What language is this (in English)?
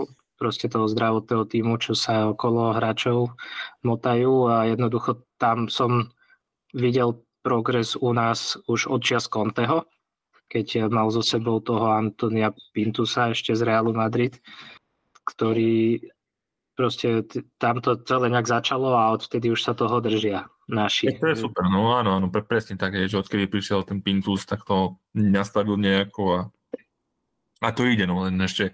Slovak